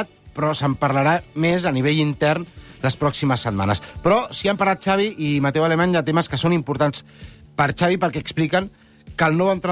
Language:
Catalan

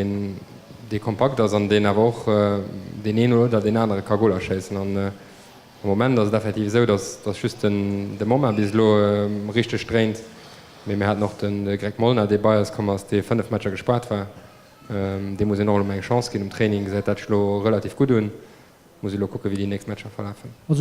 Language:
Luxembourgish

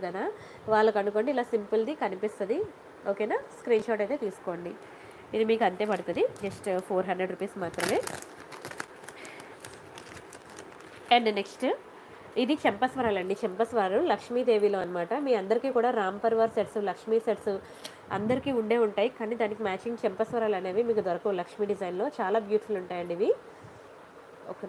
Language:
Telugu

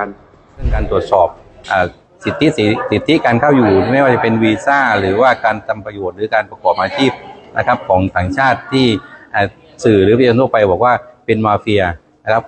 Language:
Thai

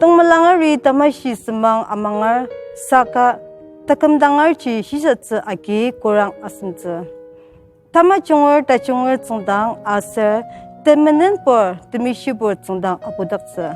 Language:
Ao Naga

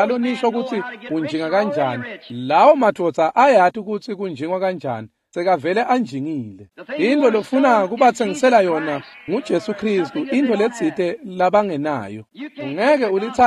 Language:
Swati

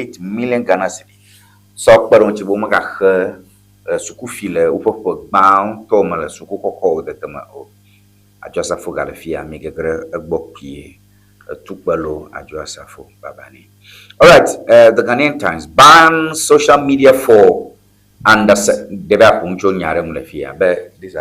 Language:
Ewe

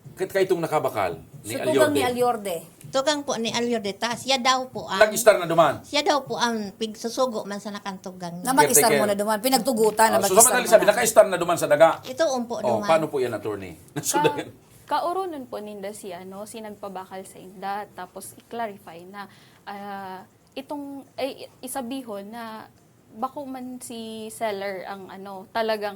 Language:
Bikol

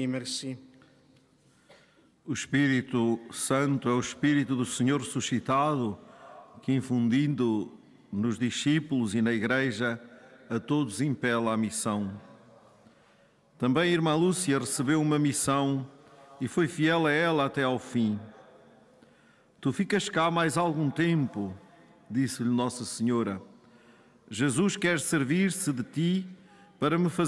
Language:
Portuguese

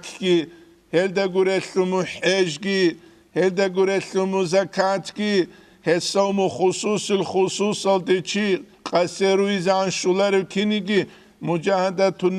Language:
Avaric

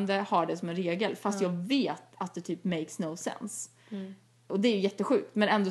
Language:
Swedish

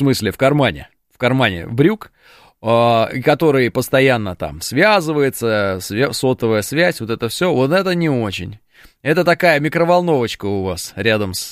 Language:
Russian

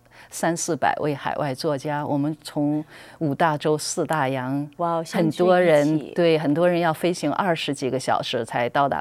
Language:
Chinese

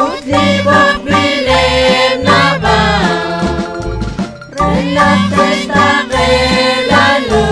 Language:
Kekchí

